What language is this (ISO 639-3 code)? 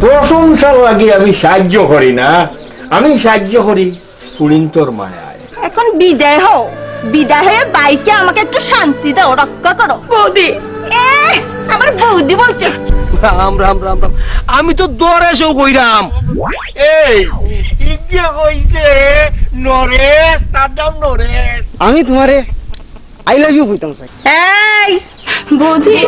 syl